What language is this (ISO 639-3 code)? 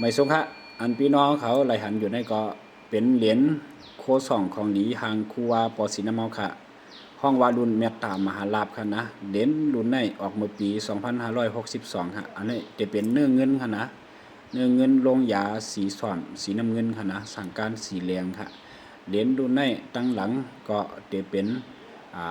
shn